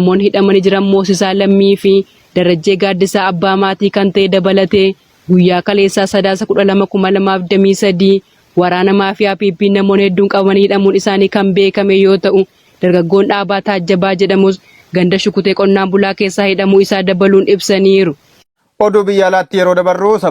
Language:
Oromo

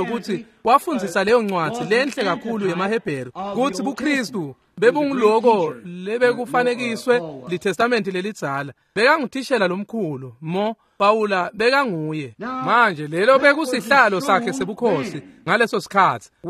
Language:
Swati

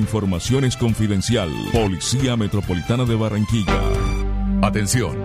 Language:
Spanish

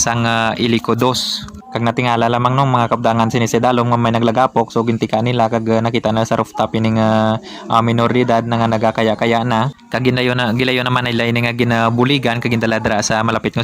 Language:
Hiligaynon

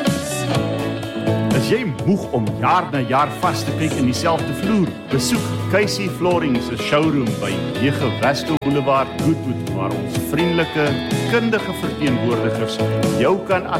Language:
Afrikaans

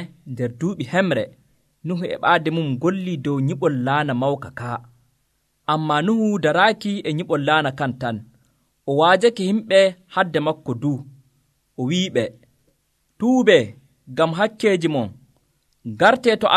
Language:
Nigerian Fulfulde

